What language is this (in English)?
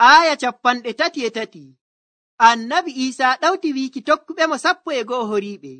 Nigerian Fulfulde